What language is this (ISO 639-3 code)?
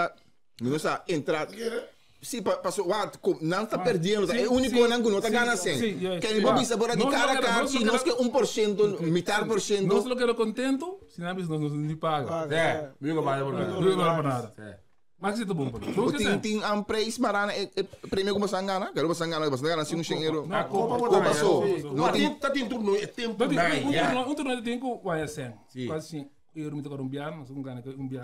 pap